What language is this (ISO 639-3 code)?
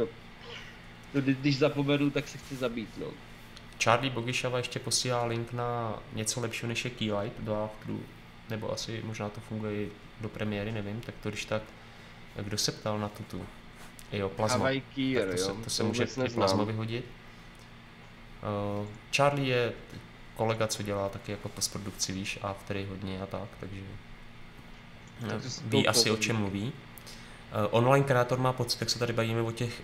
ces